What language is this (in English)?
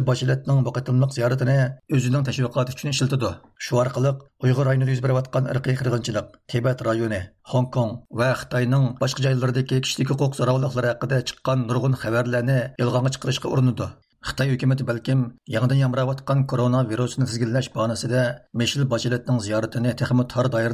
Uyghur